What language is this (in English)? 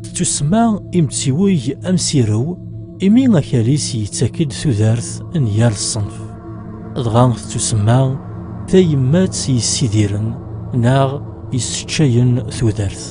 Kabyle